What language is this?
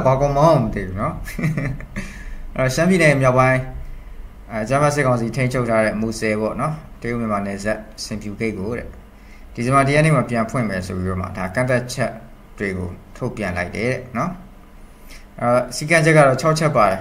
Burmese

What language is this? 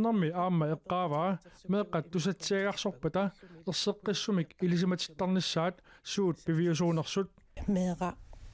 Kalaallisut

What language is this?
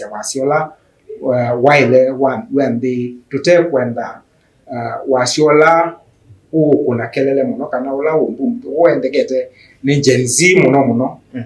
Kamba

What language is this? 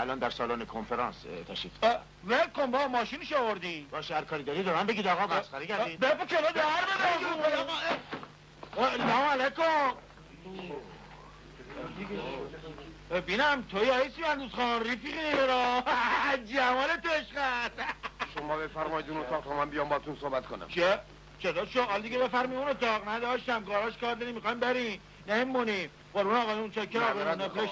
Persian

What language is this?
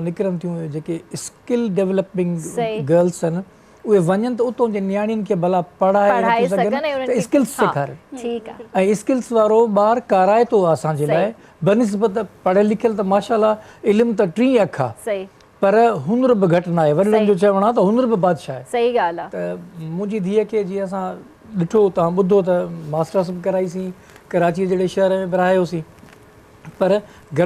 Sindhi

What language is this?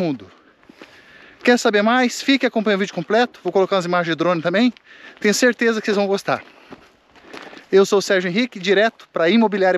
Portuguese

